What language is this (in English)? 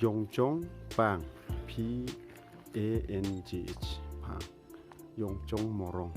Naga Pidgin